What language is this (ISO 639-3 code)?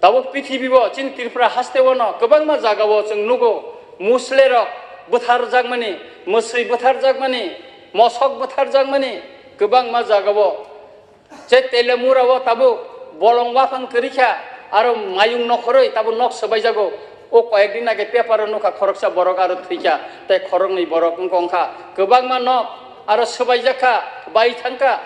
trp